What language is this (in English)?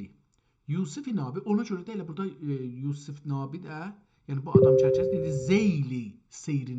South Azerbaijani